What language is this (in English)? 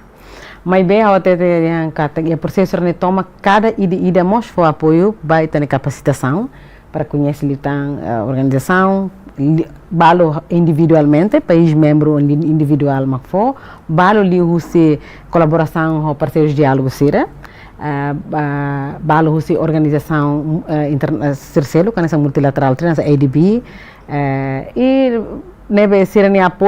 Tetum